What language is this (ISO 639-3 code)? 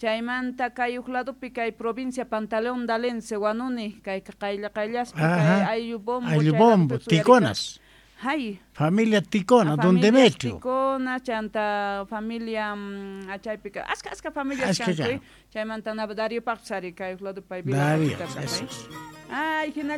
que